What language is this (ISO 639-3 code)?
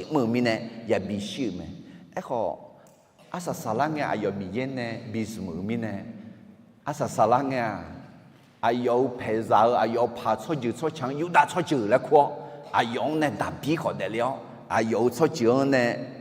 ahk